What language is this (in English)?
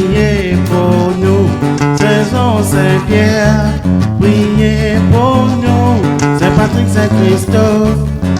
Réunion Creole French